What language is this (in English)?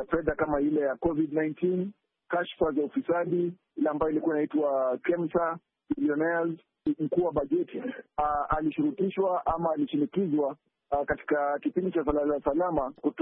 Swahili